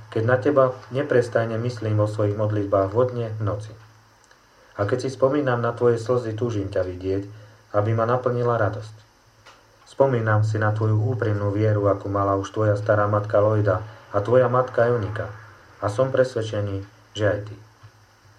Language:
Slovak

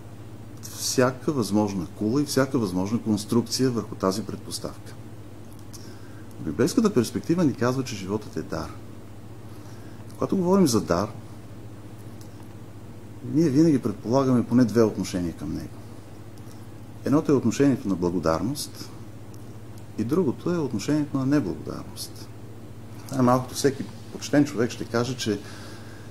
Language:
Bulgarian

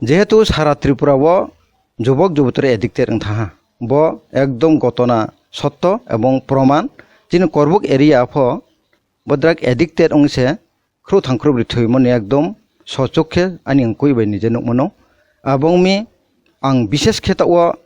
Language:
Kok Borok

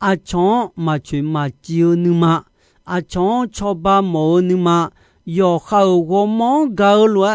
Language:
Akha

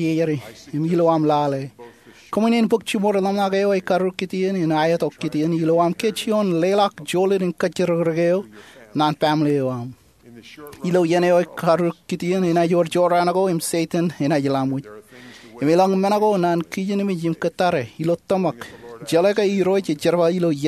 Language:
Marshallese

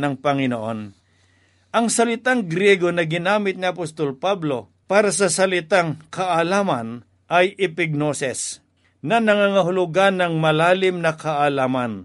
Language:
Filipino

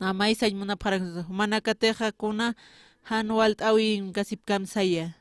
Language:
Aymara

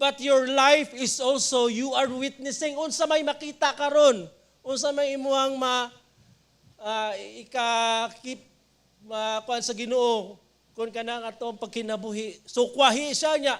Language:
Cebuano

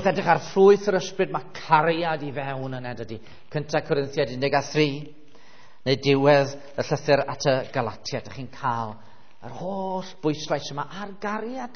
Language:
Welsh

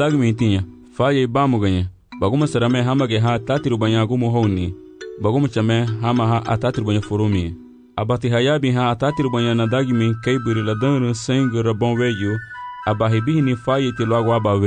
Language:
Garifuna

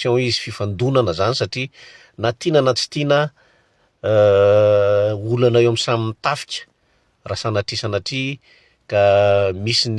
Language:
Malagasy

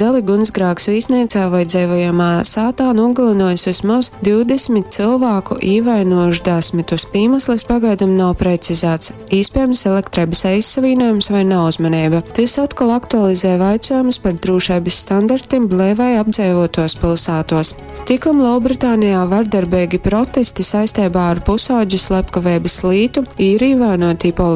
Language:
Latgalian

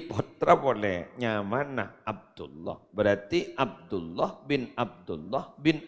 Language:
Madurese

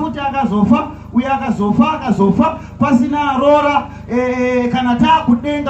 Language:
Shona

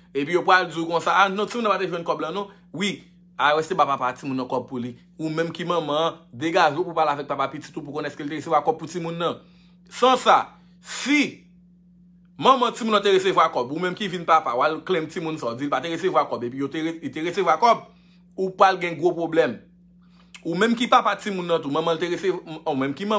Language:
Haitian Creole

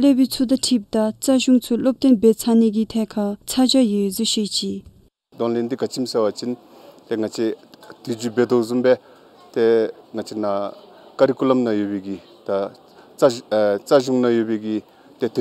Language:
Dzongkha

